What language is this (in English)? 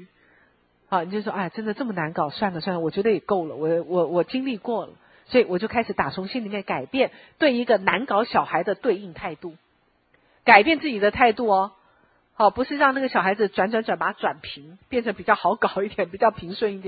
Chinese